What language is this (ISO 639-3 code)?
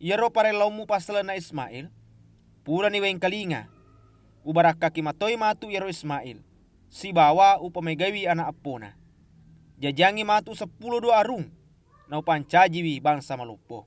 bug